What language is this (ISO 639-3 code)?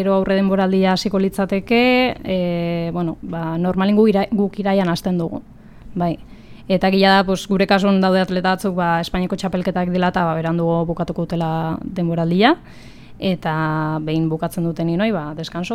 eus